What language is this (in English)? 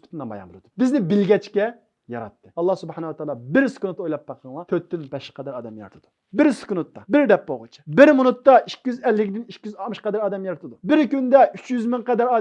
Uyghur